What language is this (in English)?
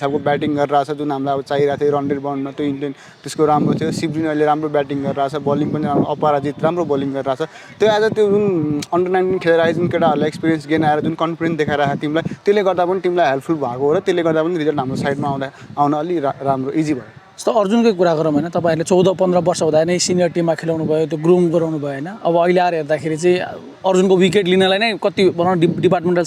Nepali